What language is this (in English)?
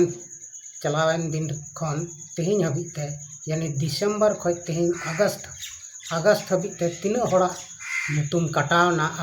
Santali